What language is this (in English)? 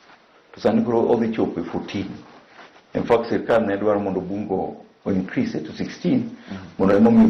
Luo (Kenya and Tanzania)